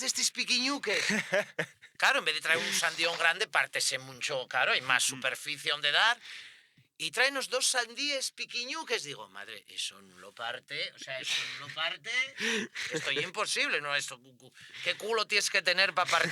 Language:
Asturian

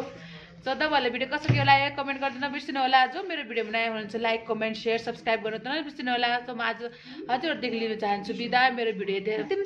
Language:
Nepali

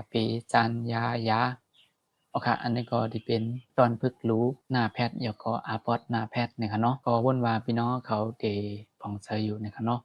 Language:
Shan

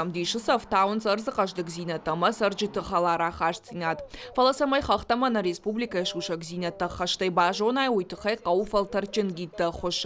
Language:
Ossetic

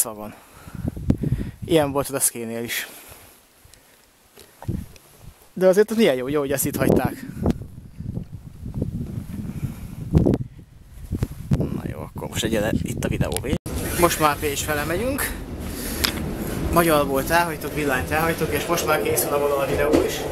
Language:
Hungarian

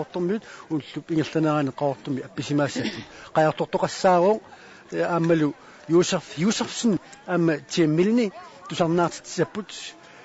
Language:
Kalaallisut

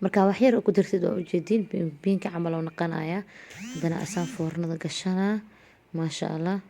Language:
Somali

